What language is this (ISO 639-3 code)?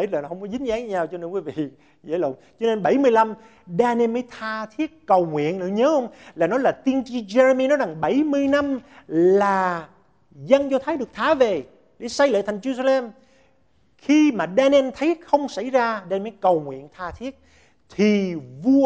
vie